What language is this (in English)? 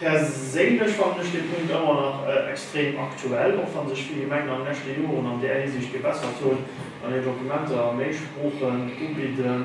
Luxembourgish